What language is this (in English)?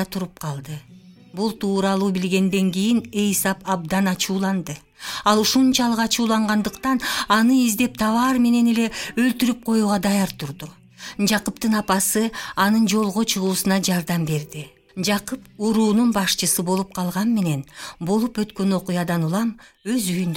Kyrgyz